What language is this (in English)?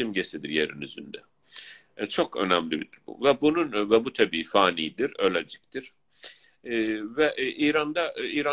South Azerbaijani